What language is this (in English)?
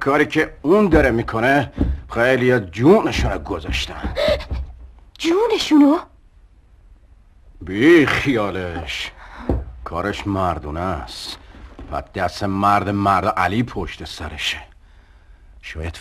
Persian